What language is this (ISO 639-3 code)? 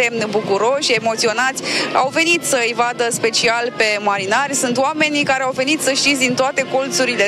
ron